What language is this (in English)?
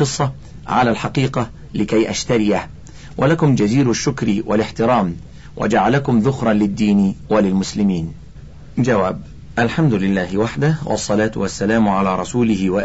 Arabic